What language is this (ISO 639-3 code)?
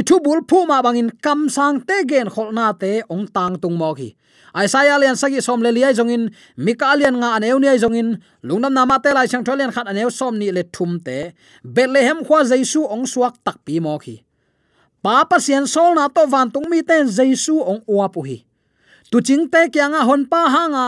ctd